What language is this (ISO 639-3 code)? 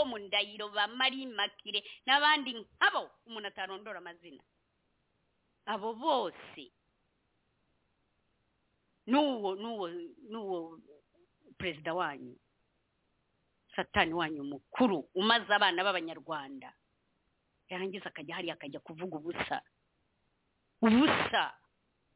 kin